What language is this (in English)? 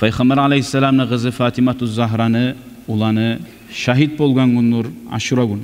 Kumyk